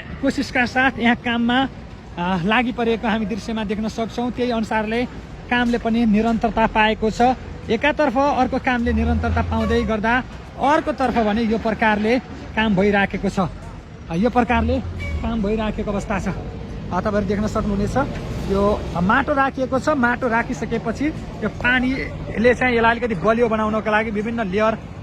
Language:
Nepali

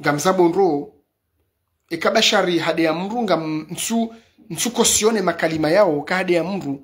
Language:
Ngazidja Comorian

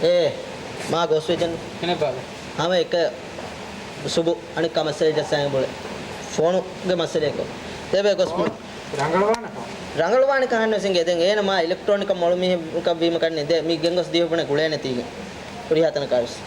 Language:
Divehi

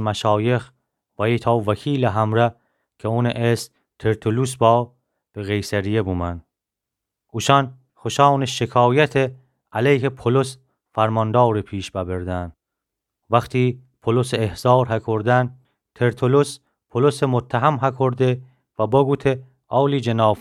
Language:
Gilaki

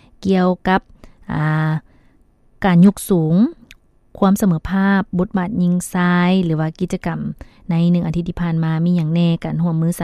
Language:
Lao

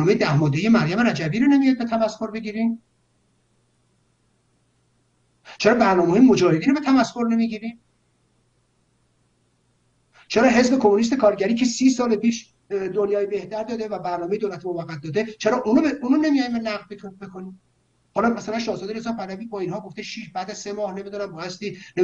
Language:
Persian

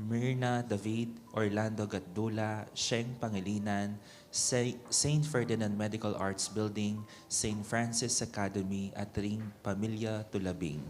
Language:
Pampanga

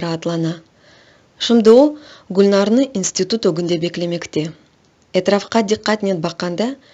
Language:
Crimean Tatar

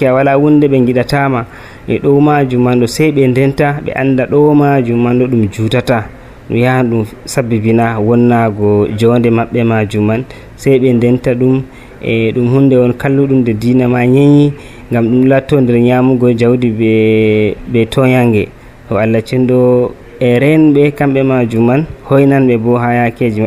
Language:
Nigerian Fulfulde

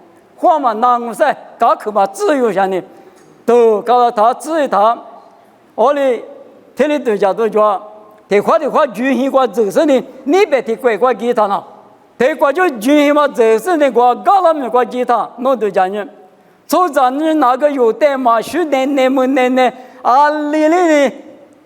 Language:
Lisu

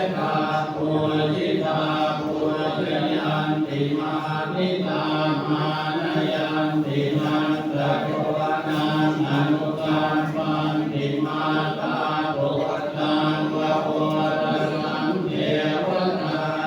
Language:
Pali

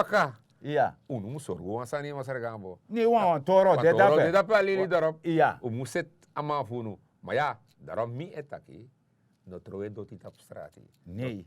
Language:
Sranan Tongo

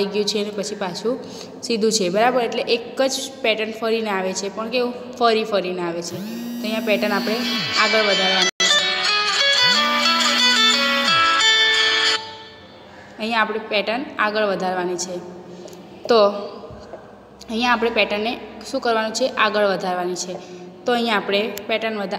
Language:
Gujarati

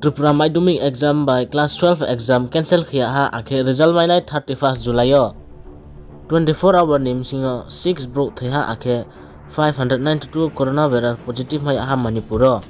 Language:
Riang (India)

